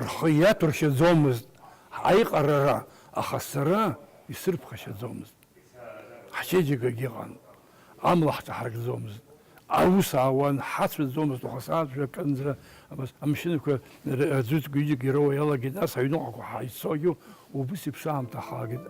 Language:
Abkhazian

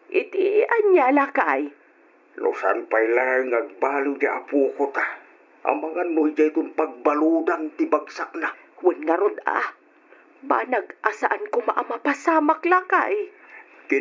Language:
Iloko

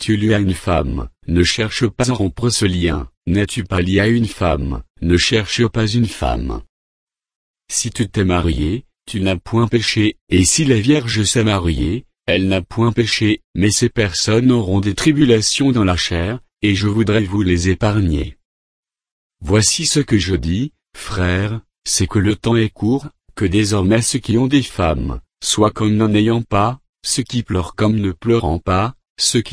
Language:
French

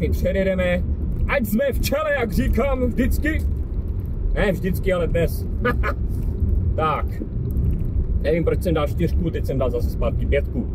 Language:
Czech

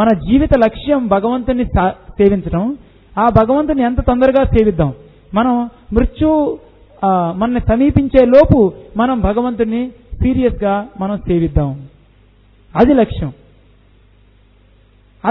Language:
Telugu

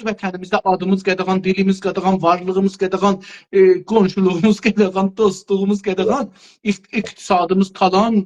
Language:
South Azerbaijani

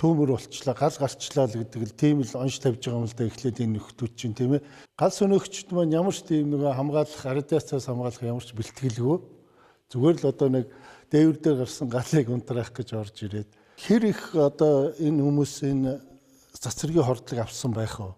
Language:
Mongolian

